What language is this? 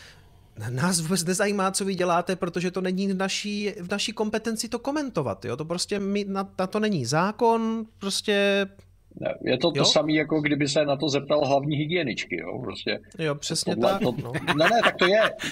Czech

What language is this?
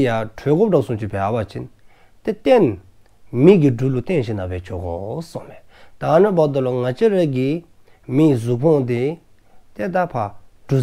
Dzongkha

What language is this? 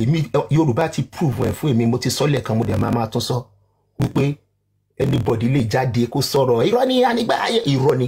Yoruba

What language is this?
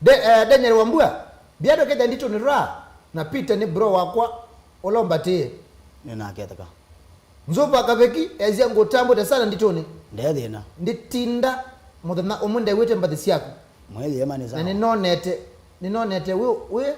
Kamba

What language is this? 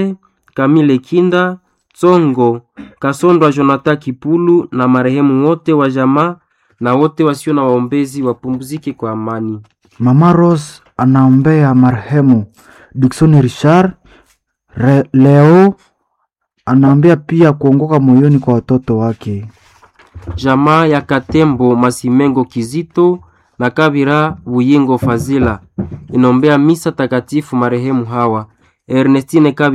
Swahili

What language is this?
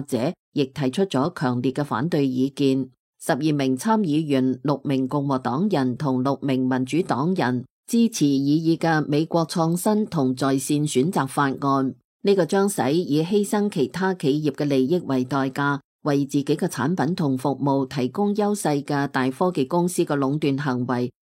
Cantonese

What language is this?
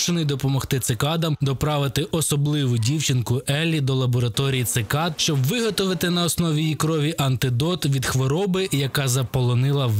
Ukrainian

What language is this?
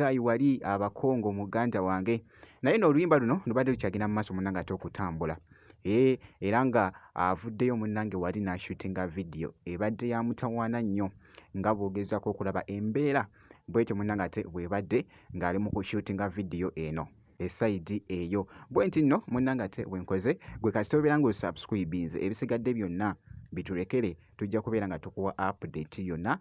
Ganda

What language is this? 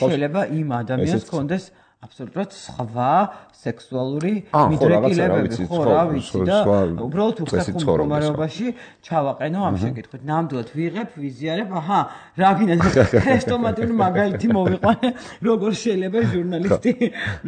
Georgian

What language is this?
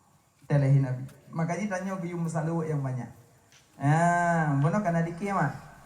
Achinese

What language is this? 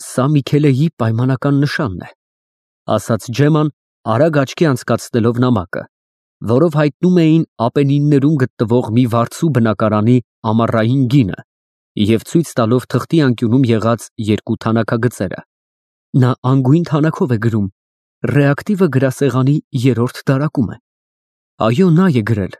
Armenian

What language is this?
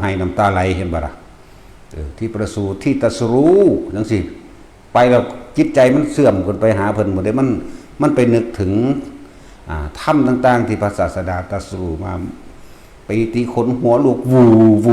Northeastern Thai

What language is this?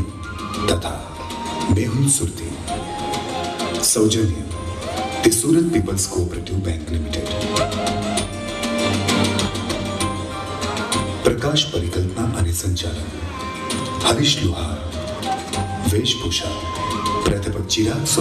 Gujarati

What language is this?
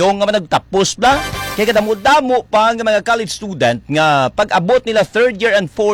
Hiligaynon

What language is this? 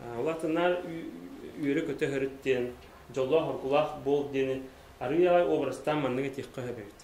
Yakut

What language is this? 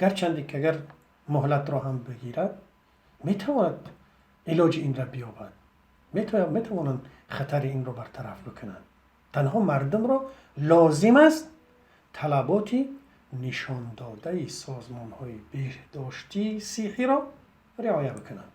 Tajik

